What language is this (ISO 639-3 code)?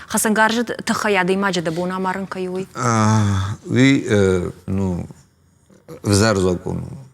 oss